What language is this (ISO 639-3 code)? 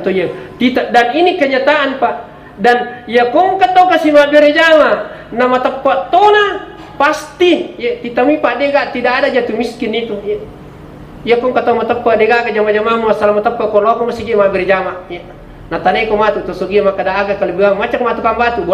bug